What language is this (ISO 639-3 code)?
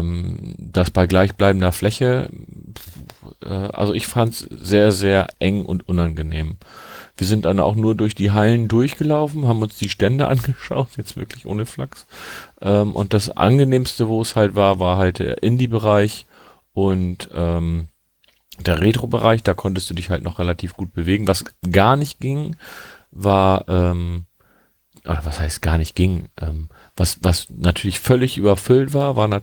deu